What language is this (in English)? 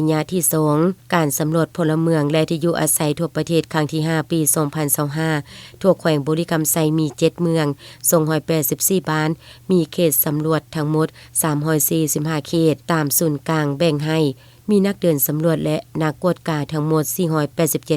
Lao